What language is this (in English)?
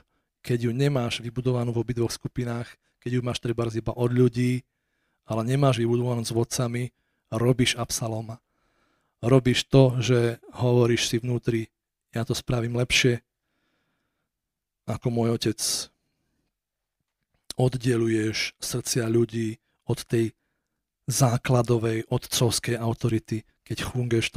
Slovak